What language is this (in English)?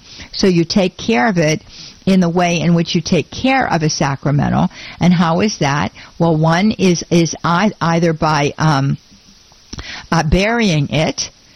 English